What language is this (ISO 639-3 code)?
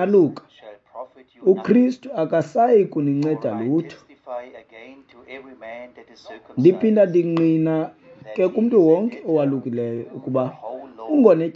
xho